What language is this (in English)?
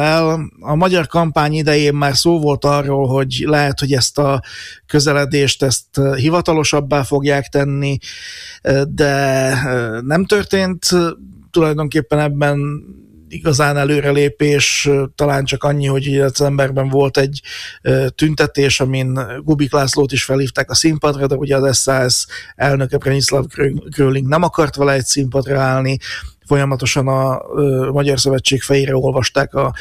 Hungarian